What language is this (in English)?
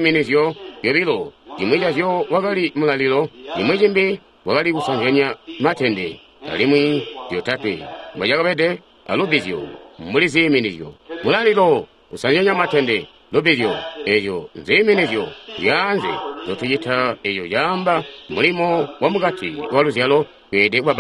Tonga (Zambia)